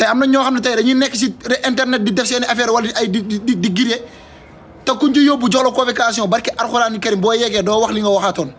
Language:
Wolof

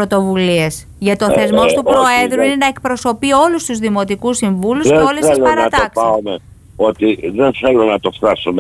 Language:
Greek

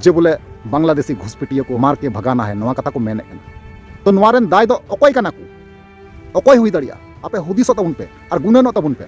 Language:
Santali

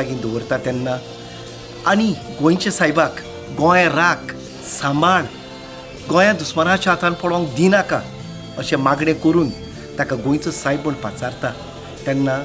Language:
Konkani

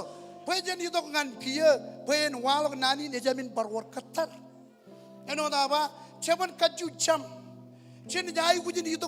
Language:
Marshallese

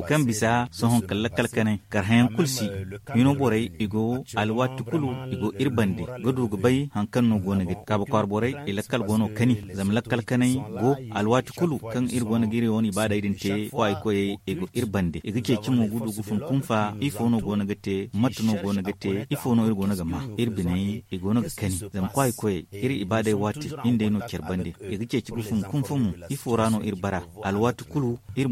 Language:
Zarma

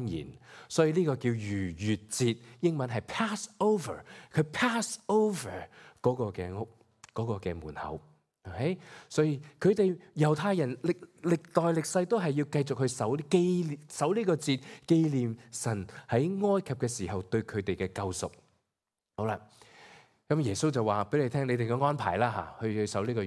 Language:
Cantonese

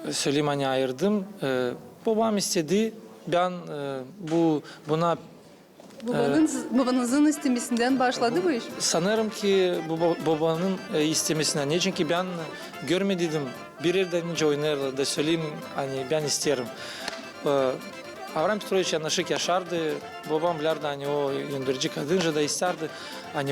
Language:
Gagauz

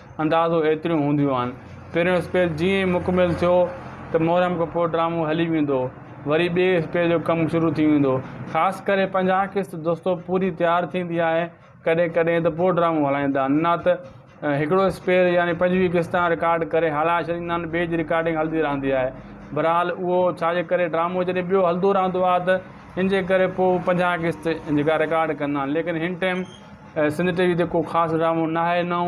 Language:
Sindhi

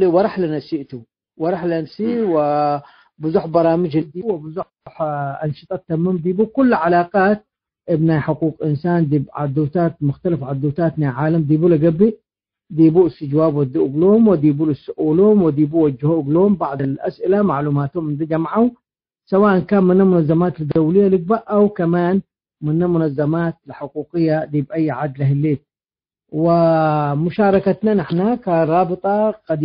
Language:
Tigre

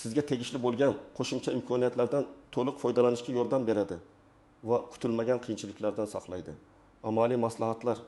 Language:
Uzbek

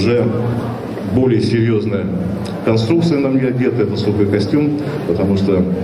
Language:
Russian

